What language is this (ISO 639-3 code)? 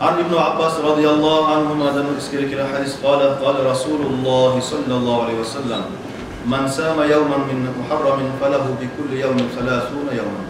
kum